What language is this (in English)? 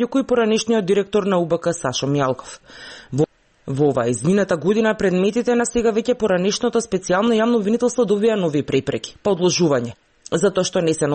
Macedonian